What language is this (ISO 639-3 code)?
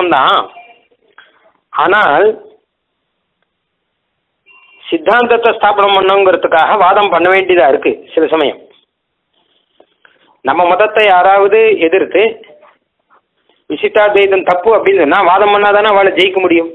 tam